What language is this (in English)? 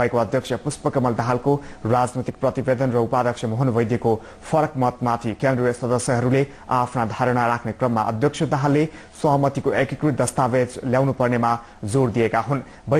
Nepali